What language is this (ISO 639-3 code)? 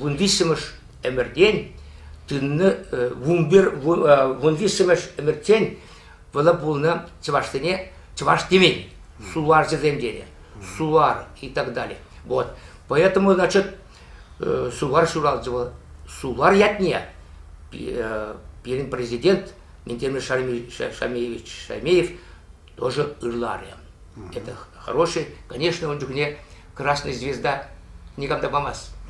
chv